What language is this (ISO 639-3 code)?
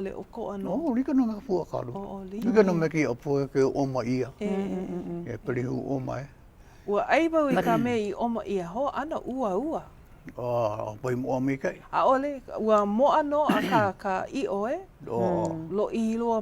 haw